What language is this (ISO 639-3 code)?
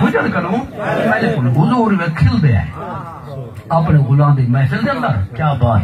skr